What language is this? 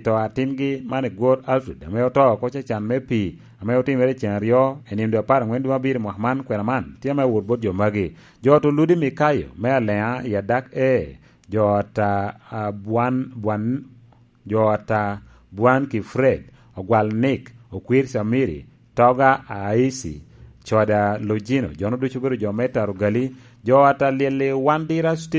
Lango (Uganda)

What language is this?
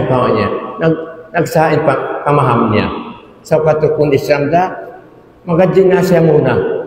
Tausug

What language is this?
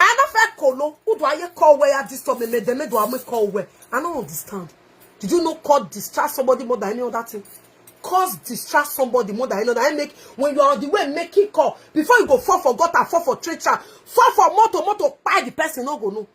Nigerian Pidgin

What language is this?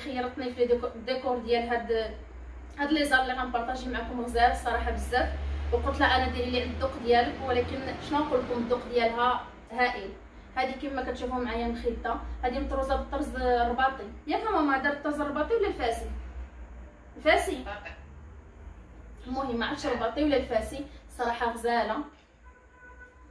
Moroccan Arabic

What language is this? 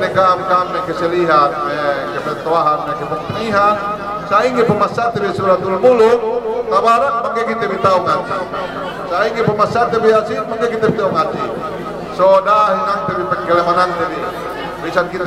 Yakan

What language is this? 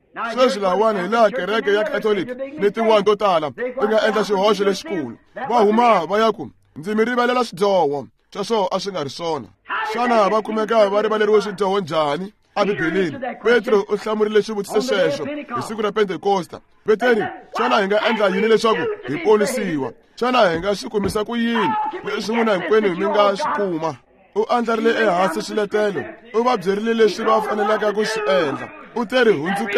Tsonga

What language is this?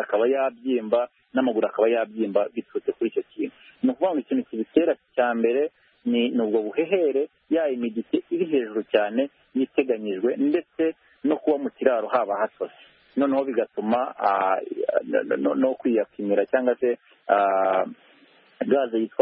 Kinyarwanda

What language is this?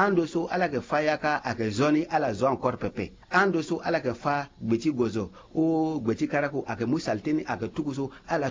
Sango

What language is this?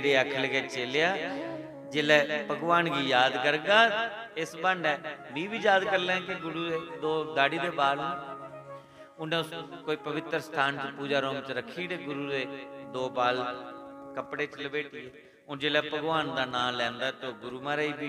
Dogri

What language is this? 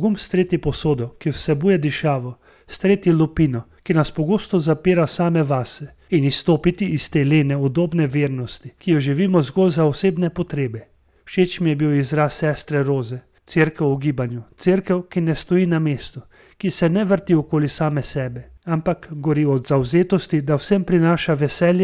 Slovenian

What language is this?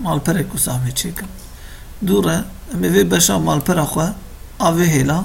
Kurdish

